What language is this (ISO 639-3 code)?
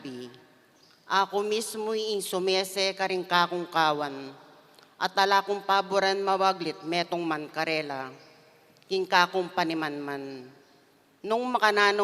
pam